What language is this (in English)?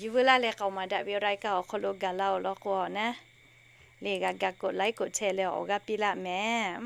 Lahu